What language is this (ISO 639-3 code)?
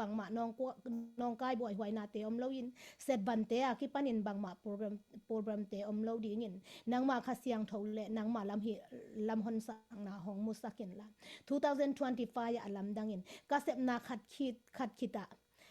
ctd